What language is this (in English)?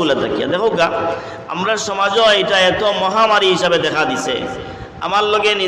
Sylheti